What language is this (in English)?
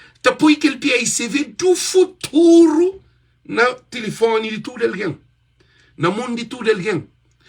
Kabuverdianu